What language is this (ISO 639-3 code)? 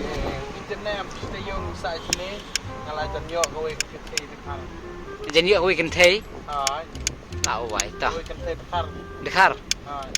kha